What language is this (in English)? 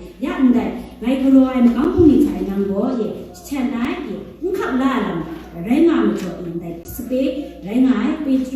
Kachin